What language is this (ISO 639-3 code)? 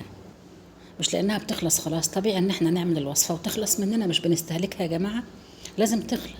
arz